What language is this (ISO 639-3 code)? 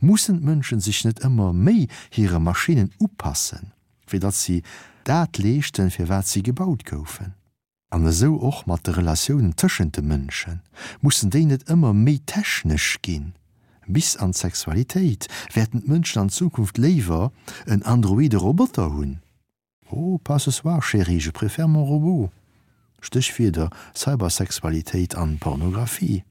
ltz